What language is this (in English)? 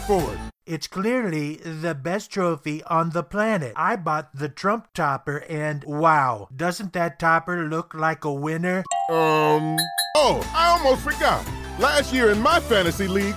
English